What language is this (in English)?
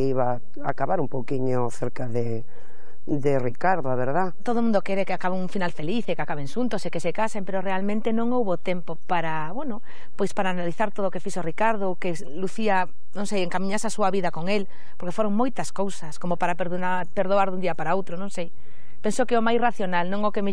Galician